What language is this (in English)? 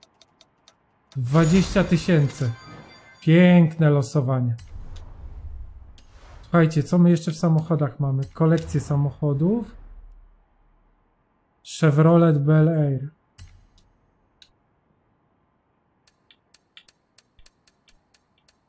Polish